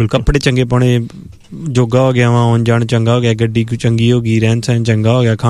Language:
Punjabi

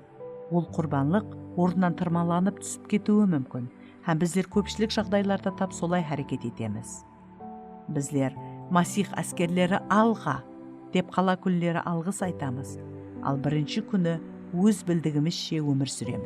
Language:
Kara-Kalpak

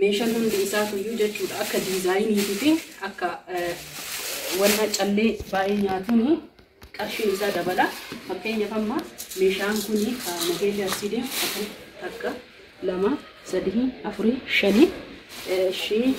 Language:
Oromo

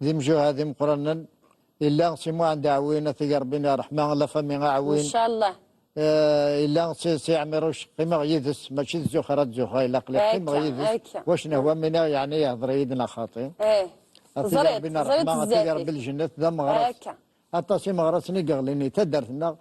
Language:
Kabyle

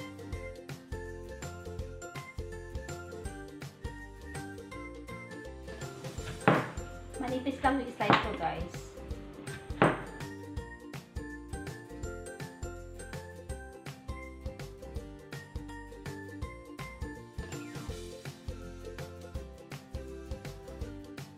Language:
Filipino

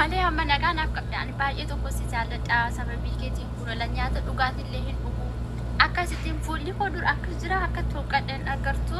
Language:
Oromo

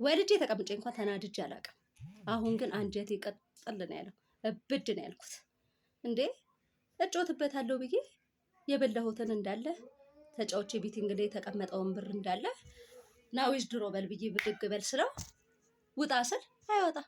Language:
Amharic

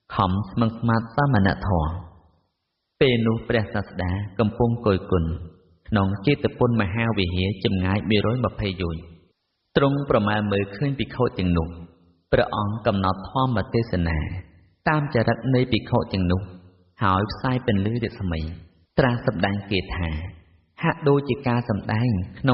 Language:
Khmer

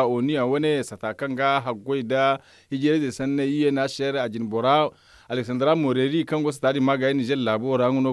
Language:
Zarma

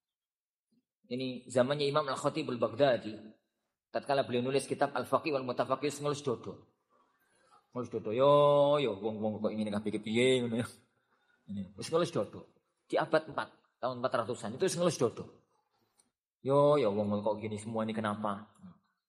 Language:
Indonesian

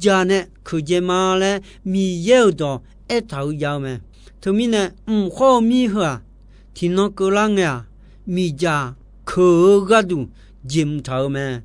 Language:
Akha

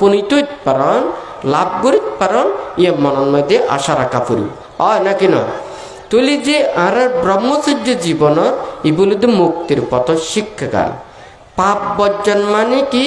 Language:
Bangla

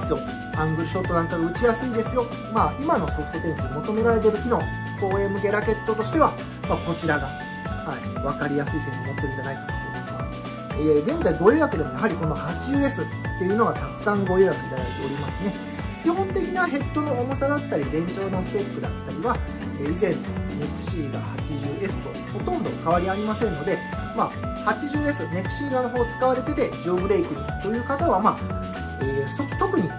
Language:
Japanese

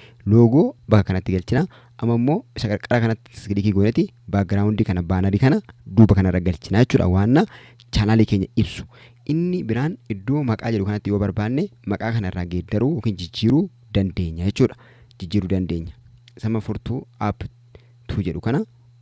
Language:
Oromo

